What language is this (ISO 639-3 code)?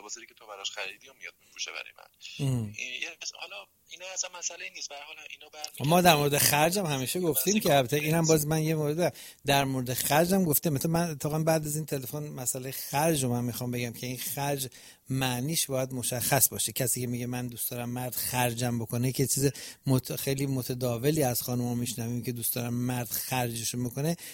fas